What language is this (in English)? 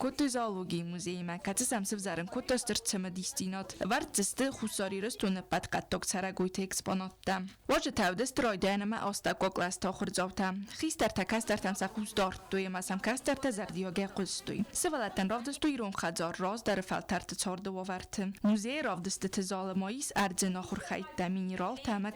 Ossetic